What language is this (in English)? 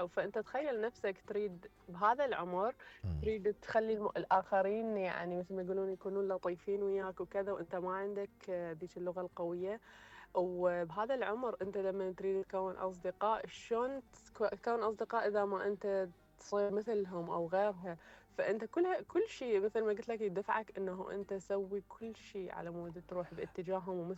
Mesopotamian Arabic